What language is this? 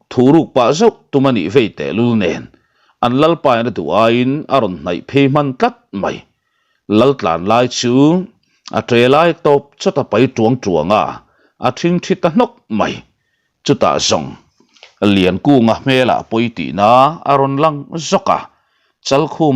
Mizo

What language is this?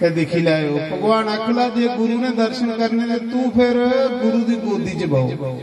Dogri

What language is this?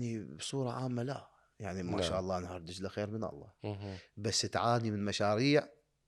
Mesopotamian Arabic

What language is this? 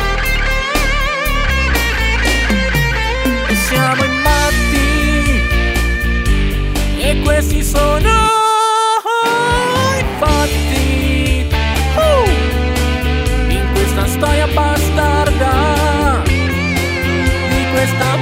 Italian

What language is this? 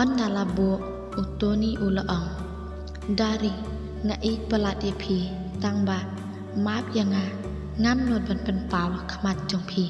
Khasi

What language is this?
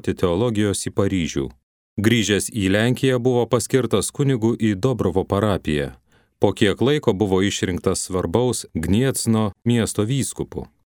Lithuanian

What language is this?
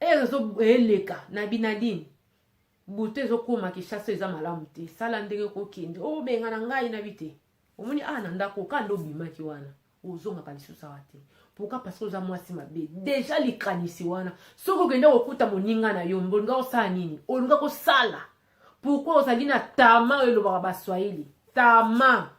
Lingala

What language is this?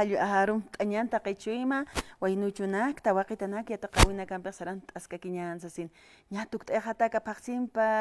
Aymara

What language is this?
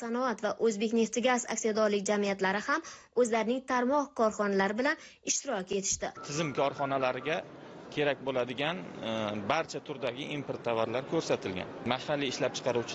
Uzbek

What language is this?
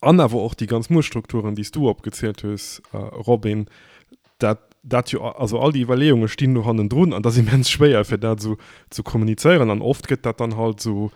Luxembourgish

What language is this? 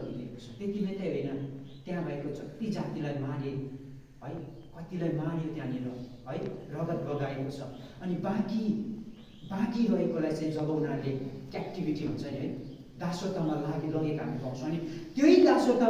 Nepali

